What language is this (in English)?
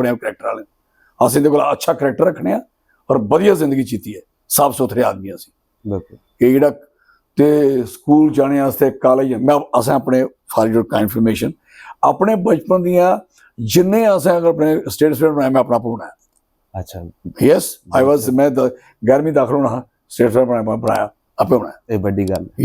Dogri